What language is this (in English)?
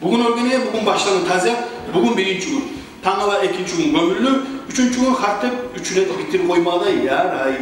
Kumyk